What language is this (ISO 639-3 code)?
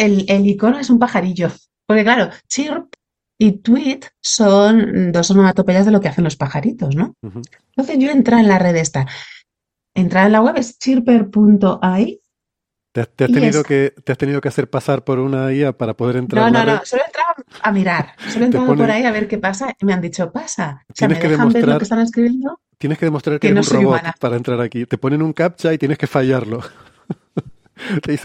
spa